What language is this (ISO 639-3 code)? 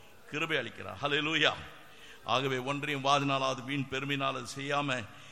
tam